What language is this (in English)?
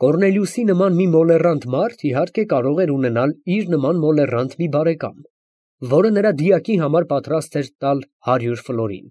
Armenian